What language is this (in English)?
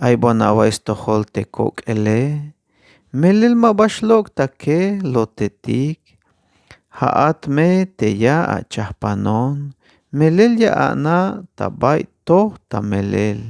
Tzeltal